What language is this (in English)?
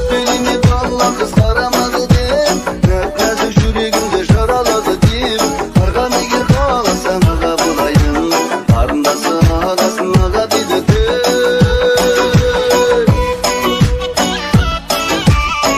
Kazakh